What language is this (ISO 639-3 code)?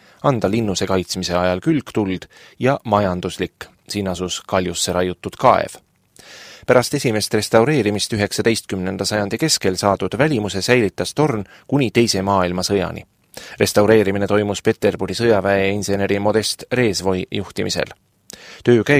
est